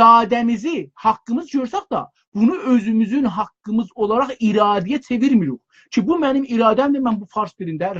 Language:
South Azerbaijani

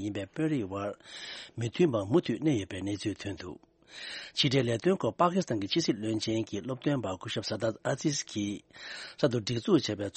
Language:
Tibetan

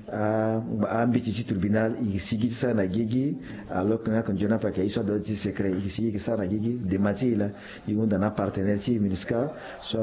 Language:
Sango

